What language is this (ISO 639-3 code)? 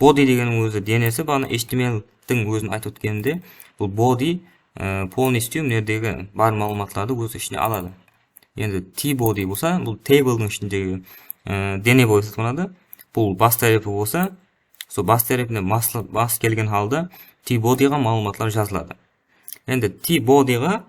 kaa